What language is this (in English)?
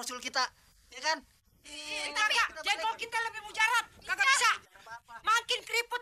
Betawi